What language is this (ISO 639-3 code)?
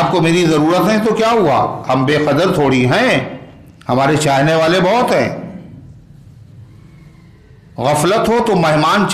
urd